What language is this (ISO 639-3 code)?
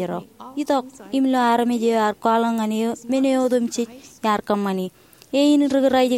mah